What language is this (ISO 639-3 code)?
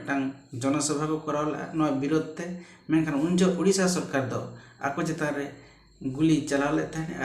sat